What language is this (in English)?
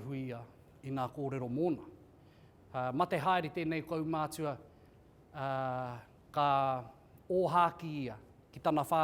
Māori